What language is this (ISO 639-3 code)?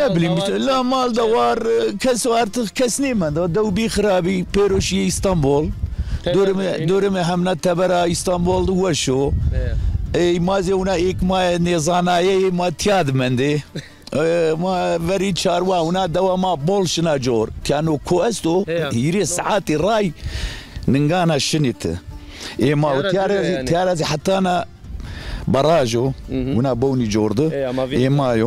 zza